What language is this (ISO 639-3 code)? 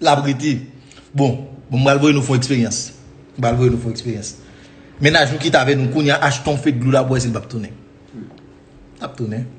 hat